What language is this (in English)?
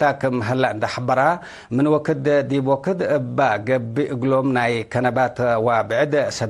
Tigre